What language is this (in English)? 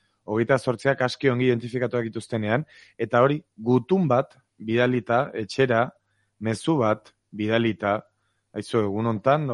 Basque